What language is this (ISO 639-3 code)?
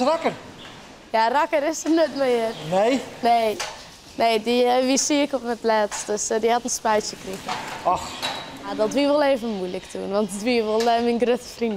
fry